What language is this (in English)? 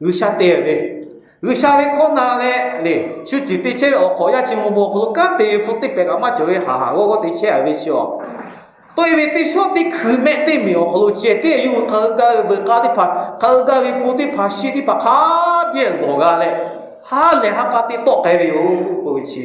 Lahu